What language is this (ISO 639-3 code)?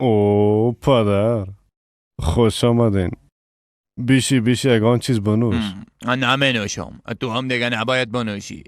fas